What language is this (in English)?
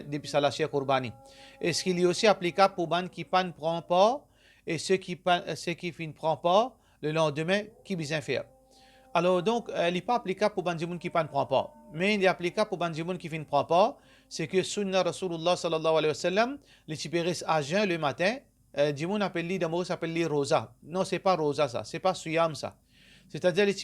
Morisyen